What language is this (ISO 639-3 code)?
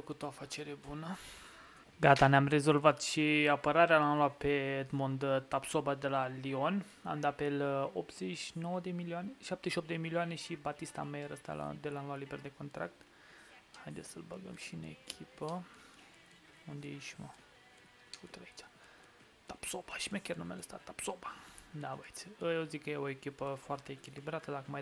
ron